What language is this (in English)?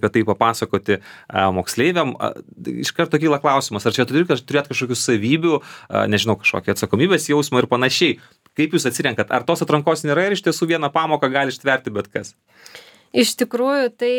Lithuanian